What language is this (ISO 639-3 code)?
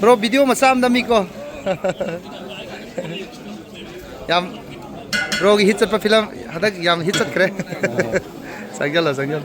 mni